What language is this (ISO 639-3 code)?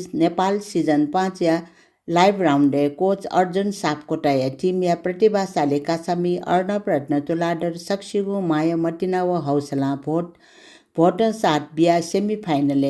new